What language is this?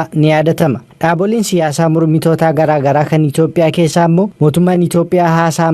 Oromo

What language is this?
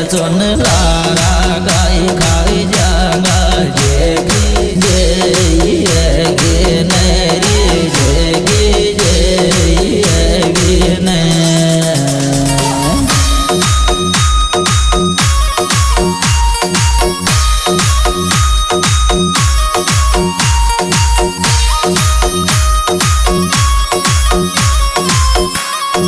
Hindi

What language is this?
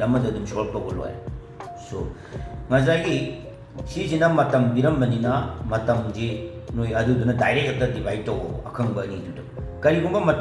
Manipuri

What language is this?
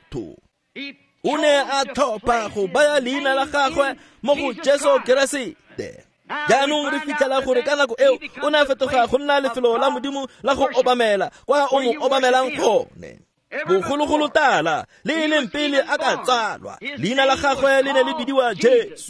Tswana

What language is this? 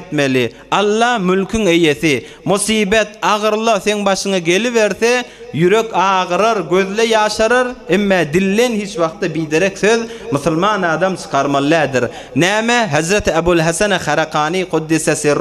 Turkmen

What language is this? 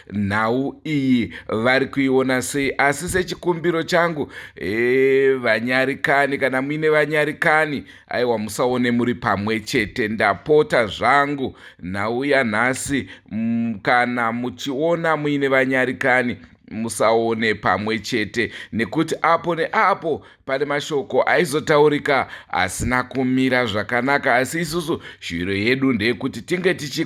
Shona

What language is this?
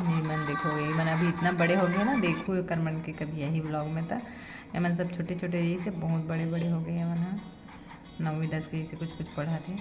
Chhattisgarhi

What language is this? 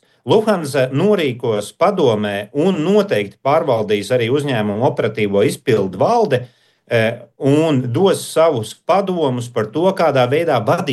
Latvian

